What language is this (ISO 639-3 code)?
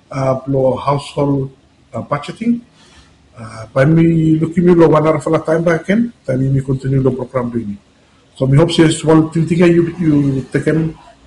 bis